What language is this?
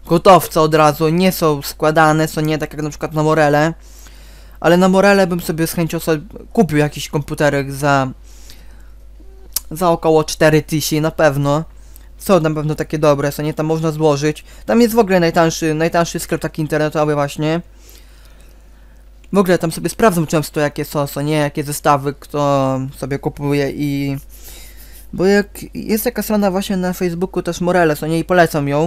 Polish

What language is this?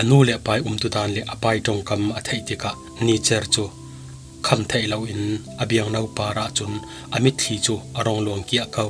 Falam Chin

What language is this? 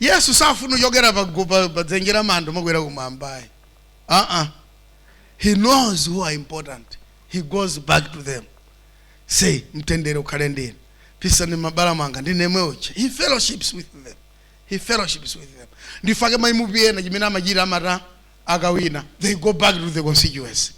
Nyanja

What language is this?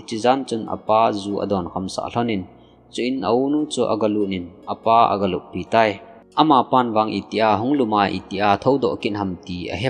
Thado Chin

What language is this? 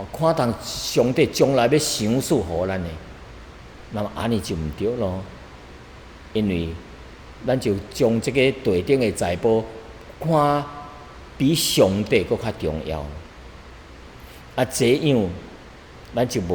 Min Nan Chinese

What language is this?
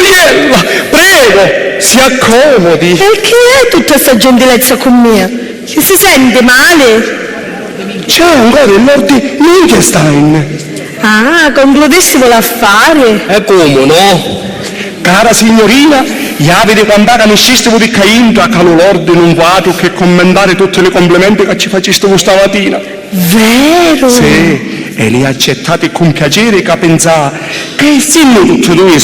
Sicilian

